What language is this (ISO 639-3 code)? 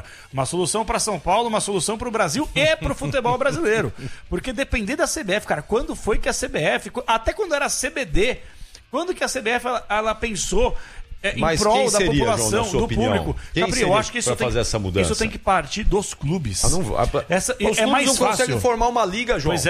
por